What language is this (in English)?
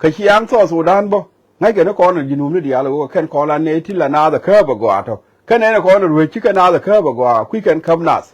Nuer